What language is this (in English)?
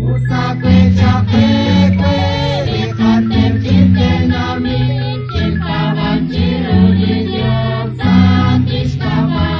Kekchí